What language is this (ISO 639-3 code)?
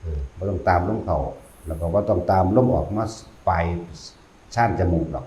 tts